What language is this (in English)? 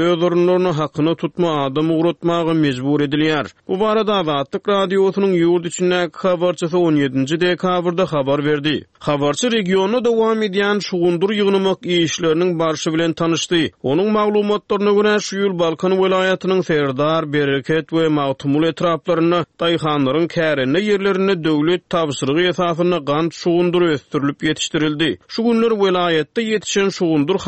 Turkmen